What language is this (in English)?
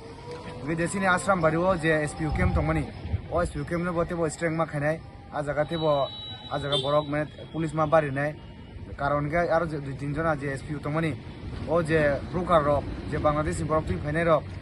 Kok Borok